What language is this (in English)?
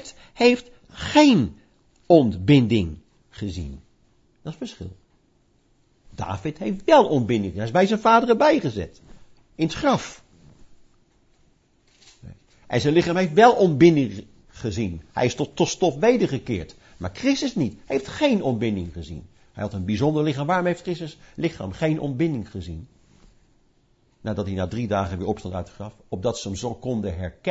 Dutch